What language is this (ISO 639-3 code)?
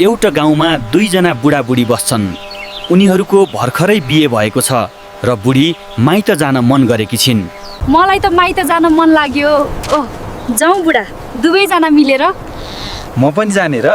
nep